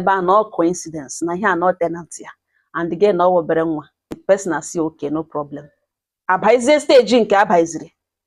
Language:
Igbo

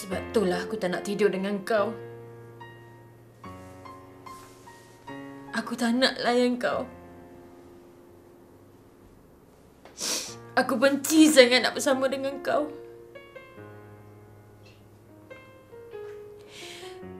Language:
Malay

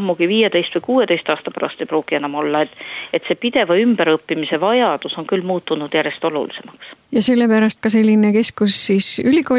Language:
Estonian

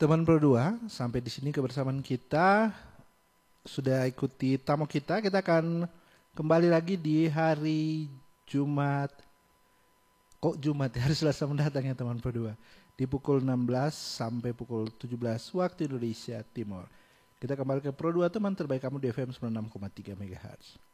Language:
Indonesian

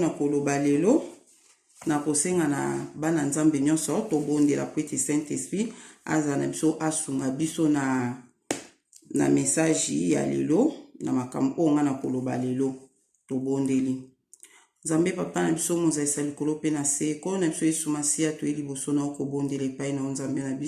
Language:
Lingala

